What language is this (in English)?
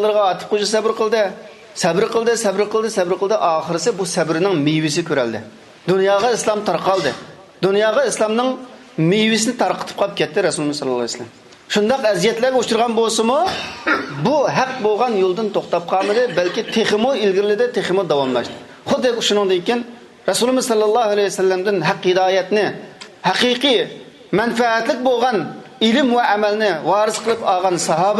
Uyghur